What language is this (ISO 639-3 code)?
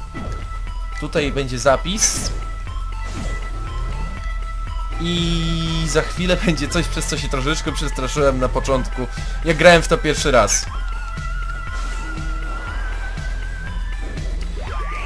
pol